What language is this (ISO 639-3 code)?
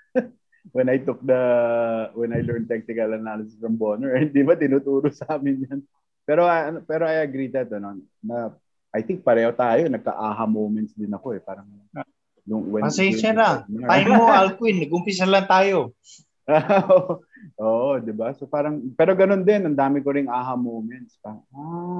fil